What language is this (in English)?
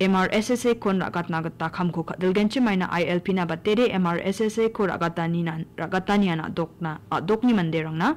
Garo